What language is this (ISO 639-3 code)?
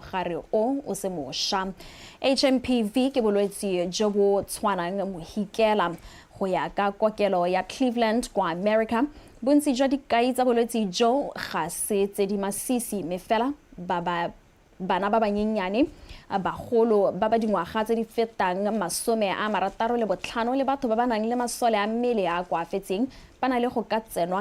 tsn